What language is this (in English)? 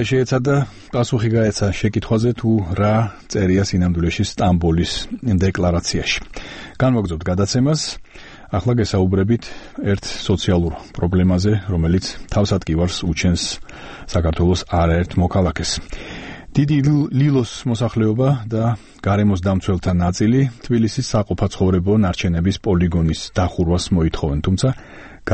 Georgian